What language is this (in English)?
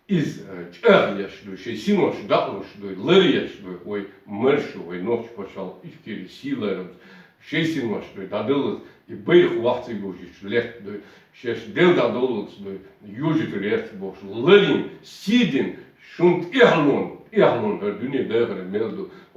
Chechen